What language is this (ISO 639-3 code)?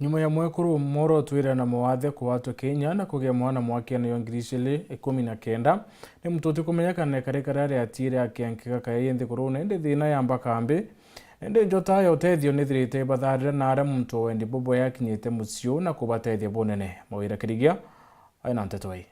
mer